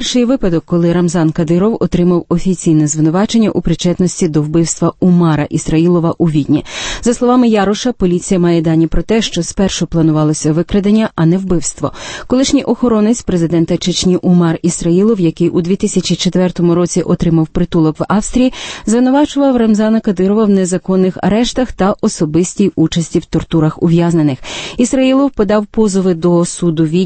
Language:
Ukrainian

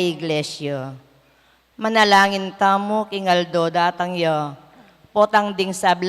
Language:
Pampanga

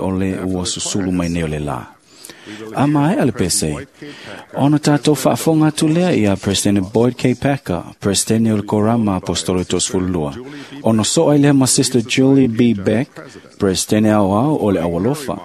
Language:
Samoan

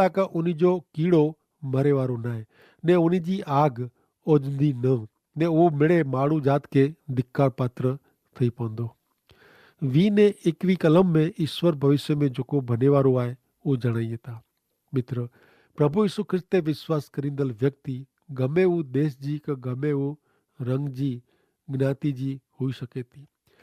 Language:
Kachhi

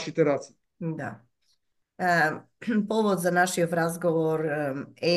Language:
Macedonian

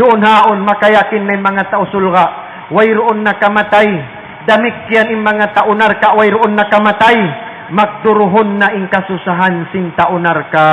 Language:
Tausug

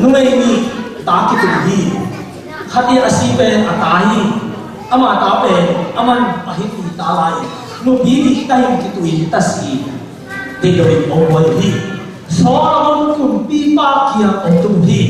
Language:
Tedim Chin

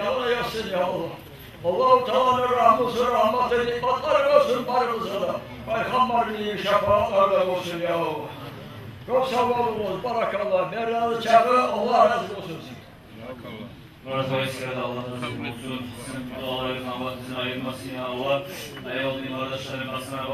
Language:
Kumyk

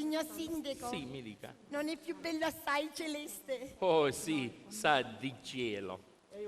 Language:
Sicilian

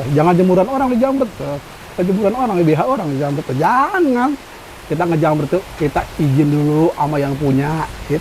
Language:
Betawi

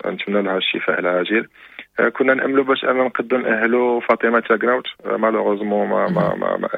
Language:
Moroccan Arabic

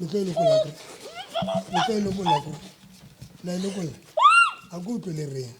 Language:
Southern Sotho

